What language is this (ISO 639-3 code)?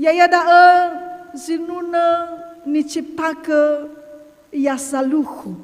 nia